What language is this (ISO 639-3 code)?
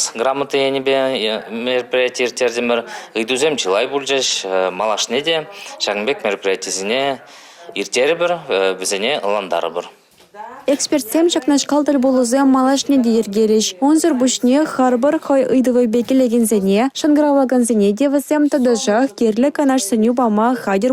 chv